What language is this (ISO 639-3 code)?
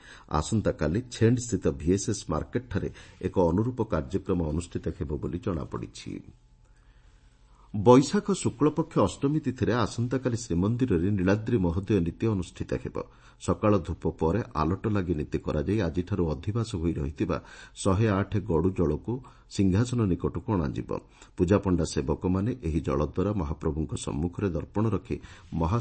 ori